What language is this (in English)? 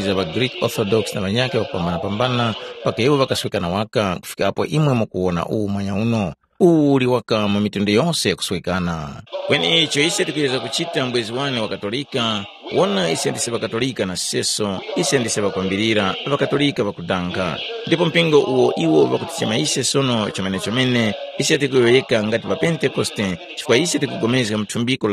Tumbuka